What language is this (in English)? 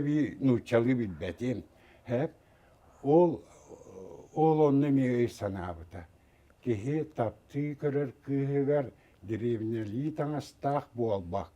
Yakut